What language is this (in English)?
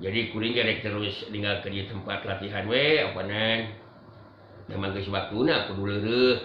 Sundanese